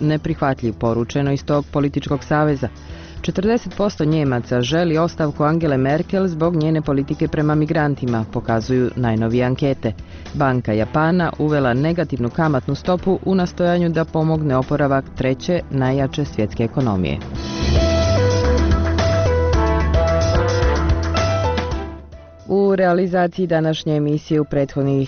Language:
Bosnian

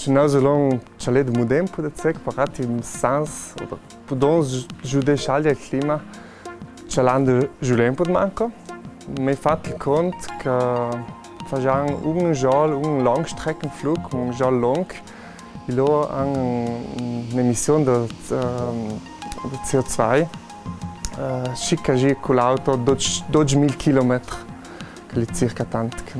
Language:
Ladin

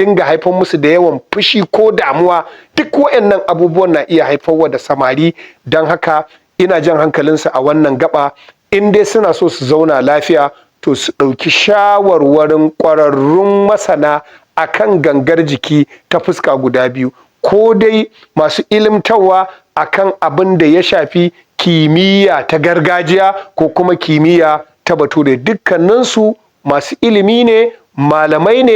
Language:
Hausa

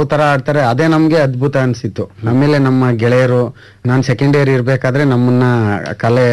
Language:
Kannada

